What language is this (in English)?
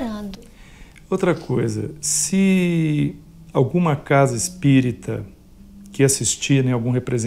Portuguese